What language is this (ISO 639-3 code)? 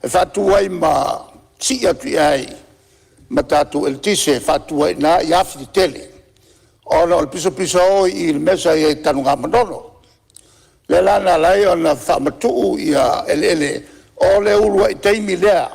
smo